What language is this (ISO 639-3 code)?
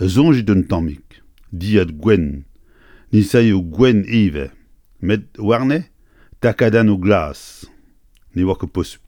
bre